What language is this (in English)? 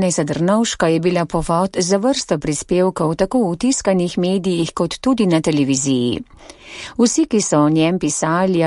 Slovenian